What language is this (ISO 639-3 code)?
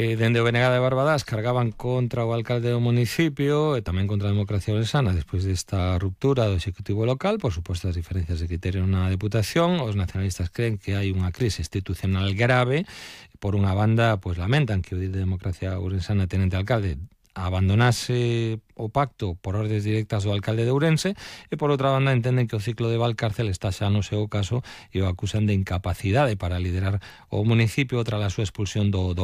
glg